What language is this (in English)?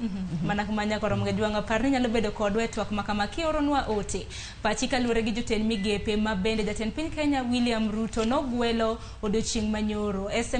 Luo (Kenya and Tanzania)